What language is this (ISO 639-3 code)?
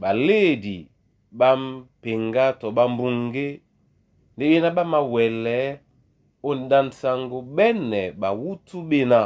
dua